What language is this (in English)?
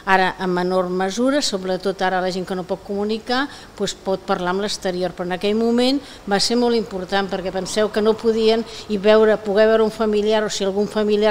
Catalan